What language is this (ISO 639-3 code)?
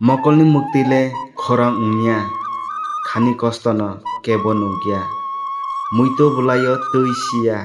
trp